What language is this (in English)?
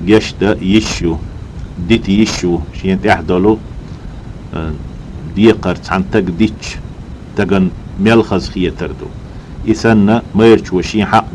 Chechen